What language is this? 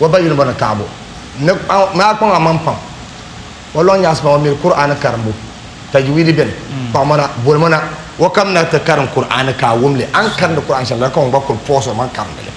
Dagbani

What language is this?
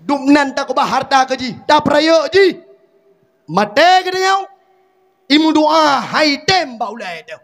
Achinese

